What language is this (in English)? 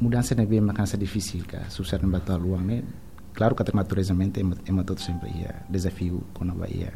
Tetum